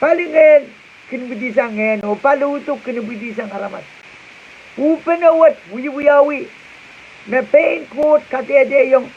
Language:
Pohnpeian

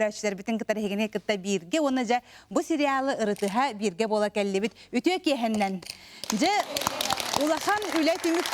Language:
Yakut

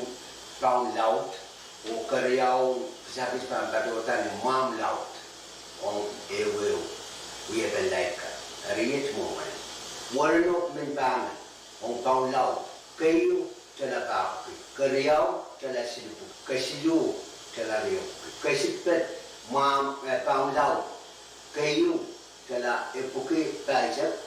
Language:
Pohnpeian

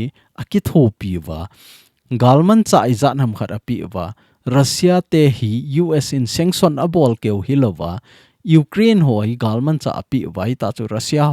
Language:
Thado Chin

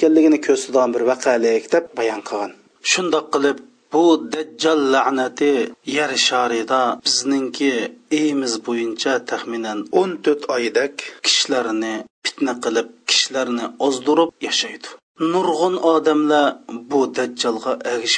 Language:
Uyghur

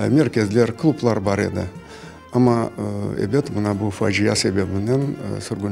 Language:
Crimean Tatar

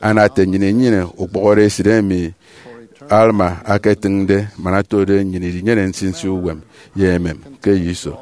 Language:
Efik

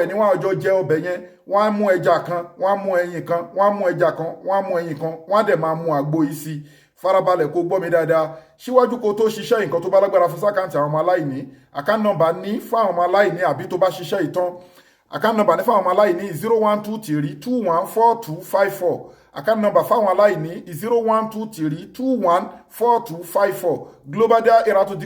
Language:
Yoruba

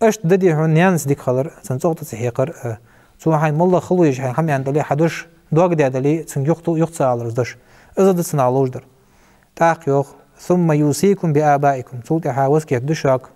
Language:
Ingush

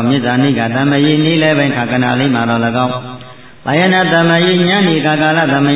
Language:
Burmese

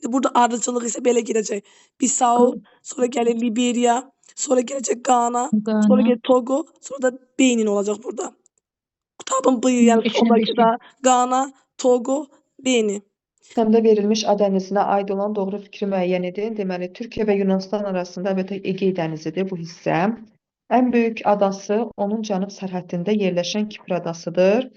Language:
Azerbaijani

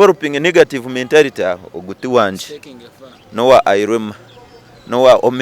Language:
Nyankole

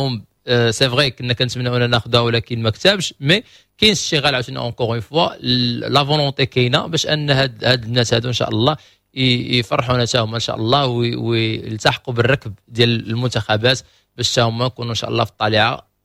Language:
Moroccan Arabic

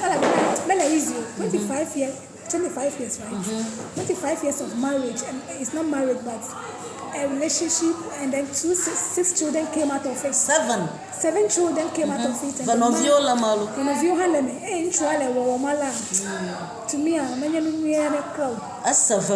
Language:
Ewe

